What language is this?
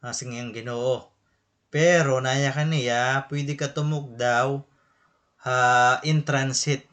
Waray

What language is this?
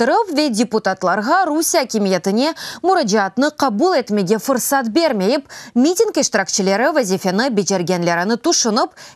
Crimean Tatar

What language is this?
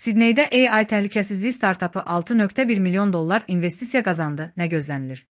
Azerbaijani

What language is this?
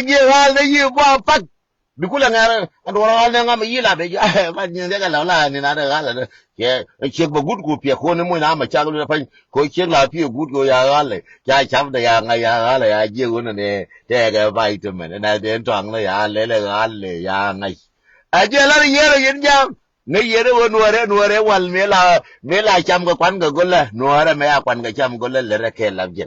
Nuer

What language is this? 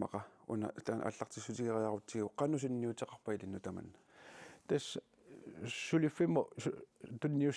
Kalaallisut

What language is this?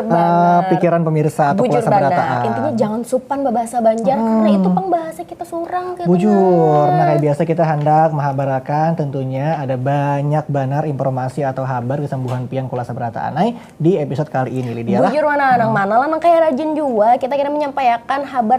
Banjar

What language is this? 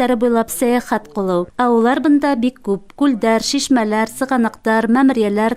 Bashkir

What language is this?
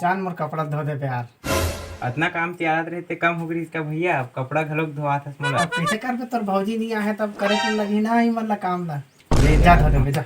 Chhattisgarhi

